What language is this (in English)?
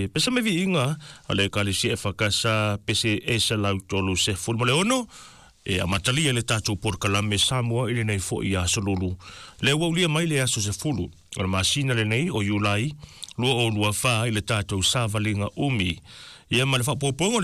Samoan